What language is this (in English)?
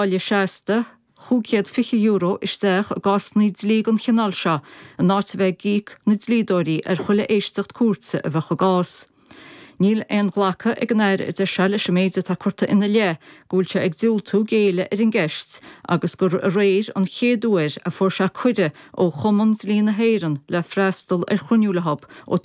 Irish